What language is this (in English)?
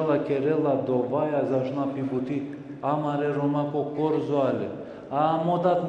Balkan Romani